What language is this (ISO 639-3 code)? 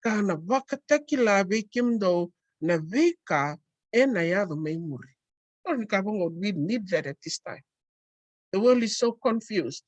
fij